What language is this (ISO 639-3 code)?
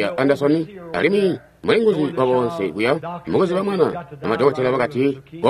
toi